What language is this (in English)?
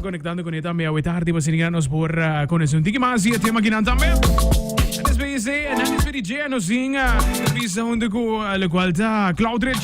Papiamento